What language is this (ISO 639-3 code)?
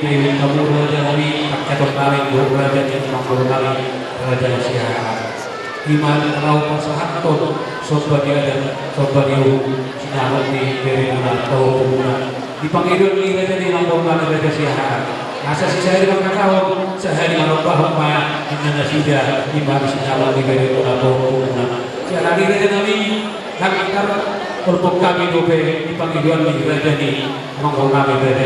bbc